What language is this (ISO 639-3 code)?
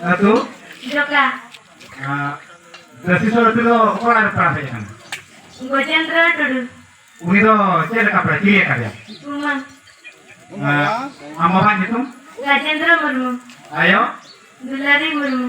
sat